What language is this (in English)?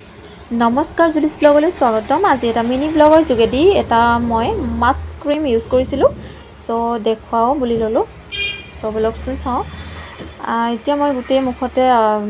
Assamese